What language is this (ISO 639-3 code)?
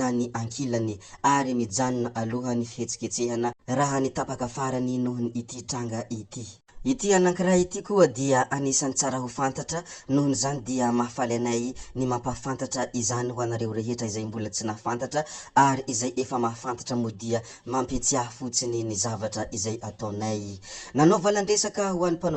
mlg